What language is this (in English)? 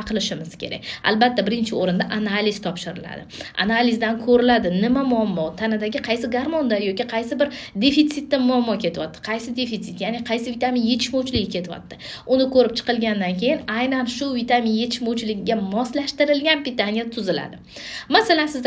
Uzbek